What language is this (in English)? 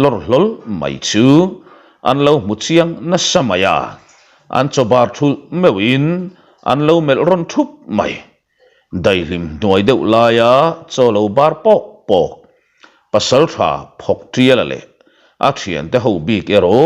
Mizo